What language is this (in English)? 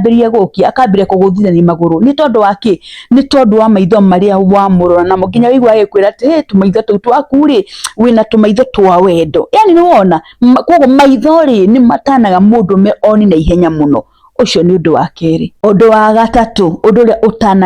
Kikuyu